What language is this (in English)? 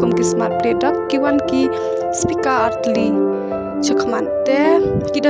Khasi